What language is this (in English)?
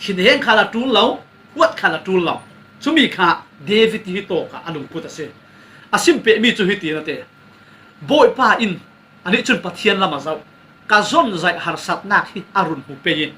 Falam Chin